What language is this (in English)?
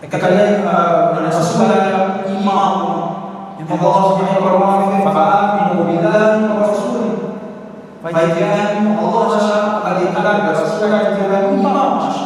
Divehi